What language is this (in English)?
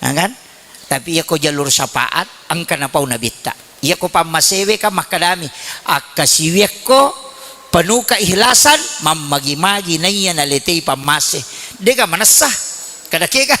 Buginese